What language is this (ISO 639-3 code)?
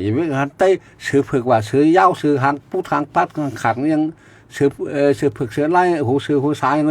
shn